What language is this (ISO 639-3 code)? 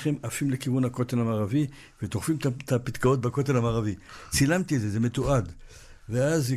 heb